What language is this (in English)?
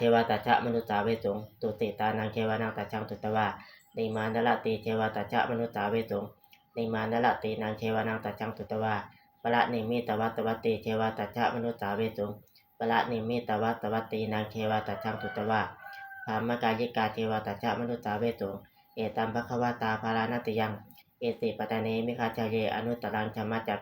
Pali